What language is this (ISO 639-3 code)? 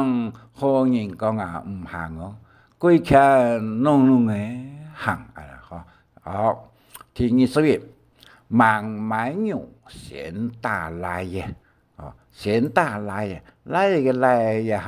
hak